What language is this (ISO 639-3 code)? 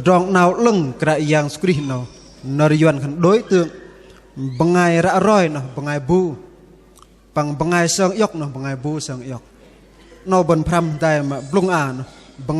bdq